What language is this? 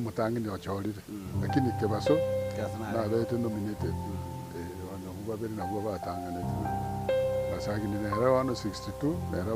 Gusii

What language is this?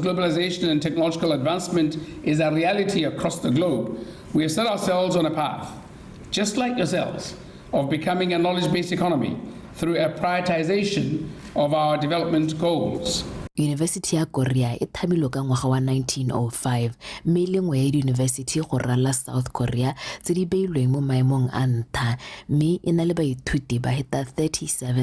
Tswana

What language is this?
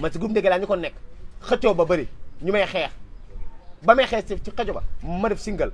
Wolof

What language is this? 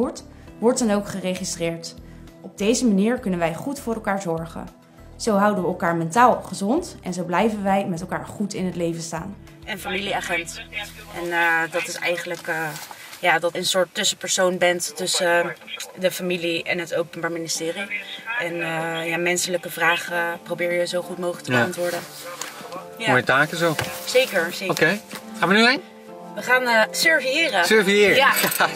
Dutch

